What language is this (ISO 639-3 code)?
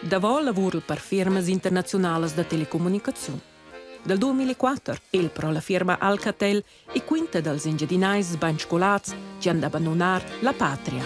roh